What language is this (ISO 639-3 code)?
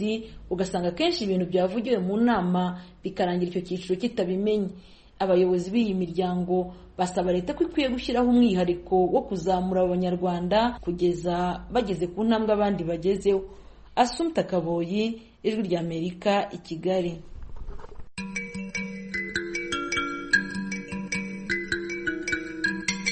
kin